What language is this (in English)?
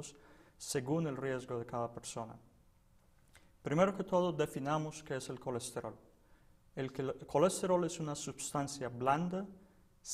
Spanish